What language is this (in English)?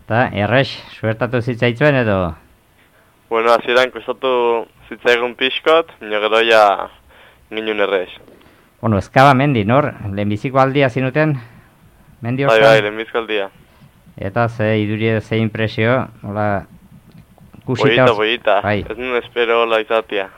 Basque